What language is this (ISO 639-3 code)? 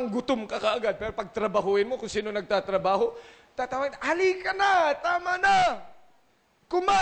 fil